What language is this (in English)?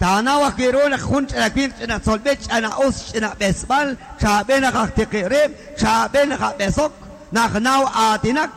Kekchí